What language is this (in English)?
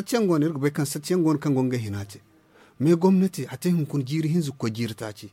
Zarma